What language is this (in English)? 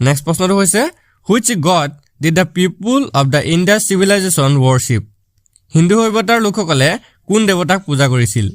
Assamese